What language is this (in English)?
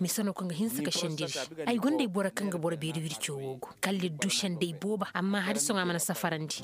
Zarma